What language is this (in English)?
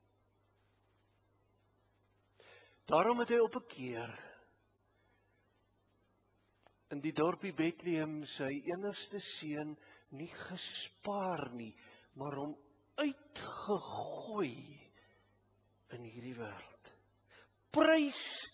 Afrikaans